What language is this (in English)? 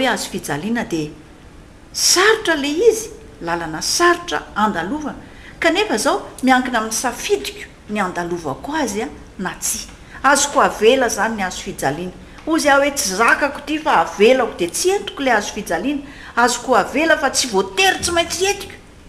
Malagasy